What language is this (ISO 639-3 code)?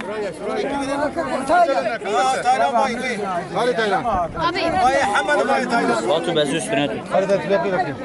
kur